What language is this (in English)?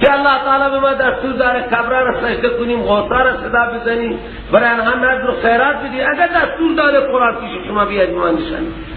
Persian